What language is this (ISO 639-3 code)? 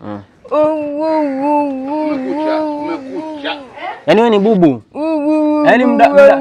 swa